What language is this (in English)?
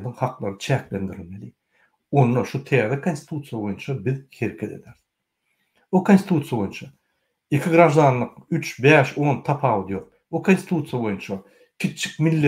Turkmen